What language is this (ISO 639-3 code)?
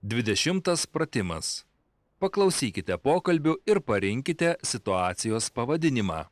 lit